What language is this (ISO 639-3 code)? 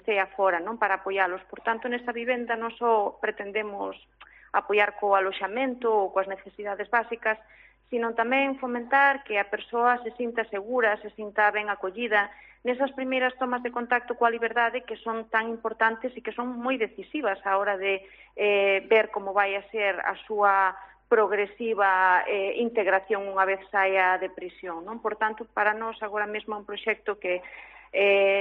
glg